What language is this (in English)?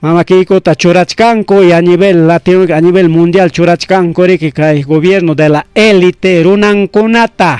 Ayacucho Quechua